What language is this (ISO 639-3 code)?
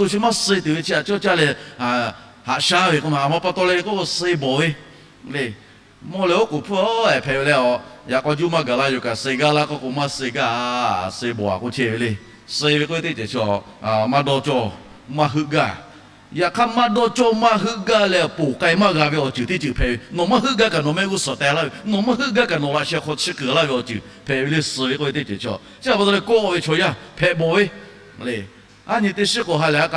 lhu